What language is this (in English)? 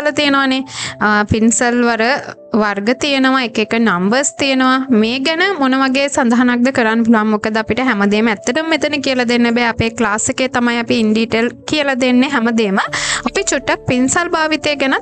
Sinhala